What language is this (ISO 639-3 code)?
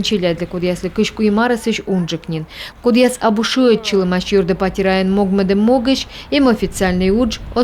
kom